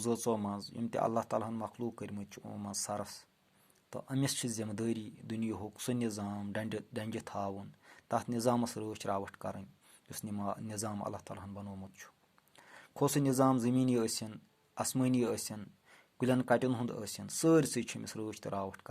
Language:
Kashmiri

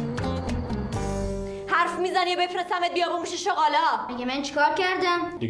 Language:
Persian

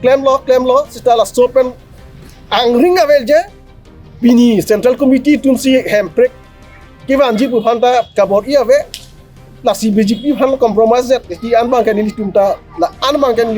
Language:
Karbi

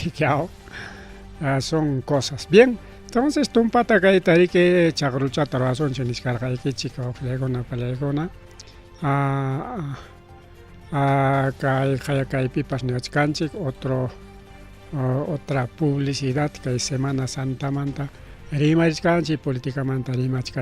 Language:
Ayacucho Quechua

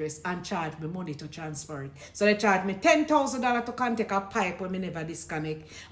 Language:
Jamaican Creole English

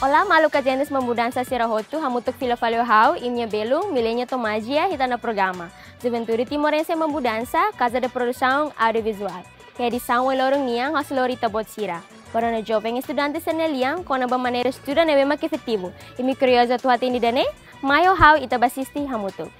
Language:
Tetum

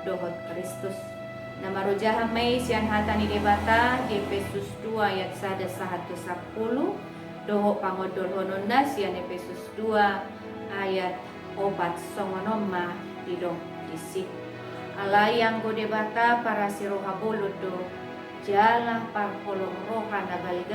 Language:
Batak Toba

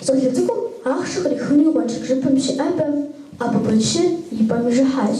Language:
Kabardian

